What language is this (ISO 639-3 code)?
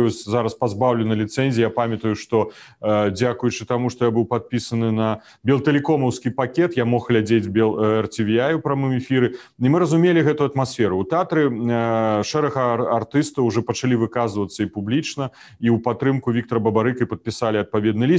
bel